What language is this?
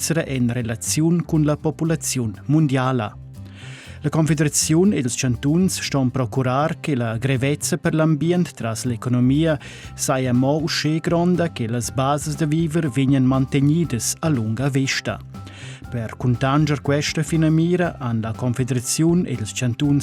Romansh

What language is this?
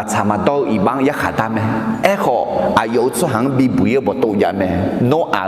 Akha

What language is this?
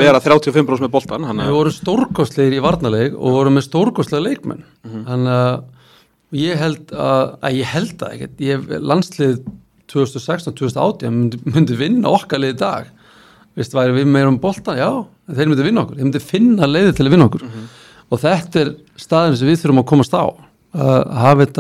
Icelandic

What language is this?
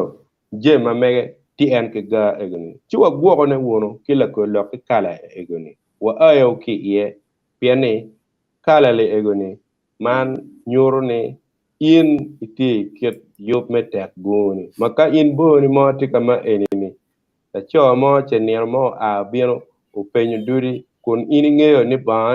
Acoli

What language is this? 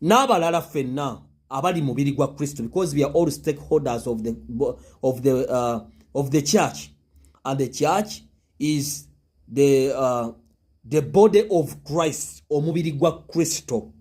Ganda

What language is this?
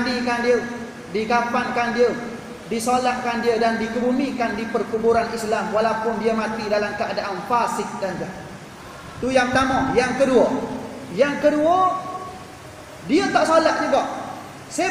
Malay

